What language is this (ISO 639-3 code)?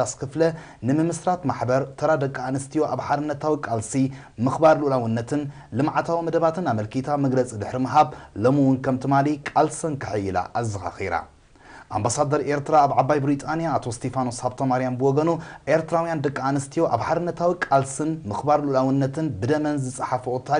tir